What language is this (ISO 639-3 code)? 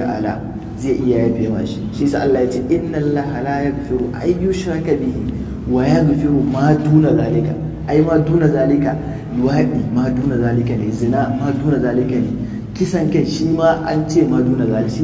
hau